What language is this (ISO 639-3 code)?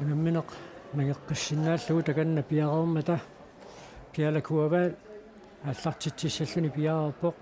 kal